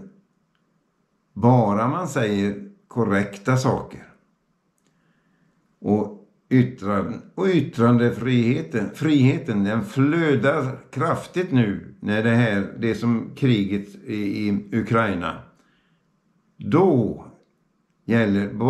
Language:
Swedish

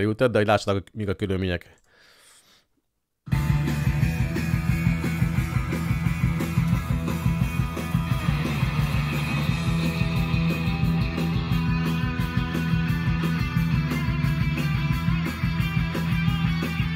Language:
Hungarian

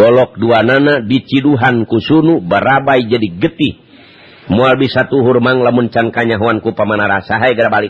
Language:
Sundanese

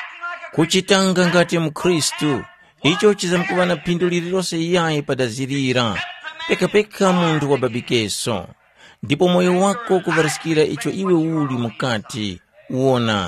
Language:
Tumbuka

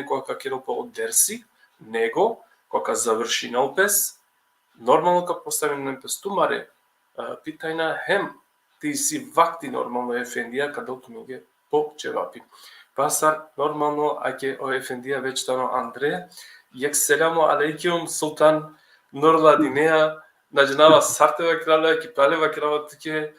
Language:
Balkan Romani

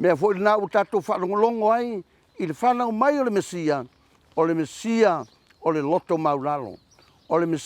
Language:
Samoan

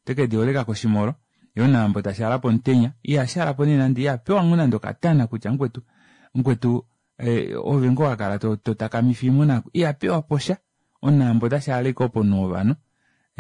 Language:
Kuanyama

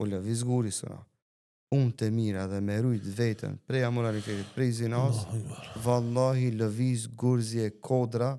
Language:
Albanian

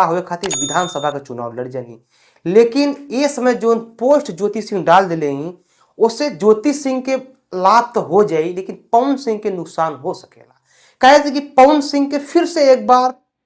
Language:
Bhojpuri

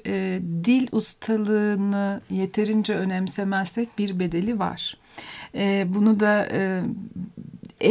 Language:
Turkish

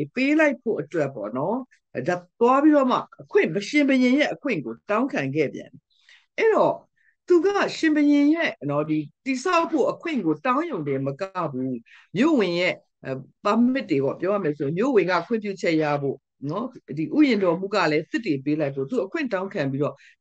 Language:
Burmese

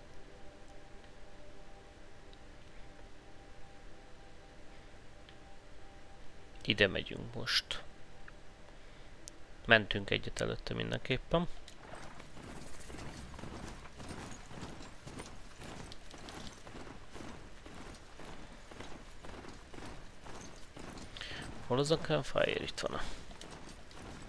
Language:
Hungarian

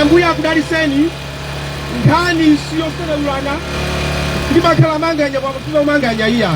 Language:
Nyanja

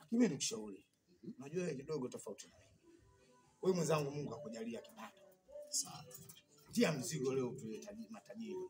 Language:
Swahili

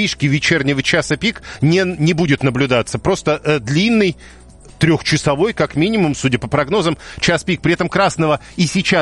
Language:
Russian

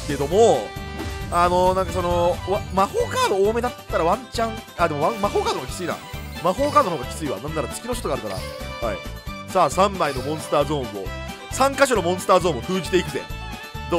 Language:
Japanese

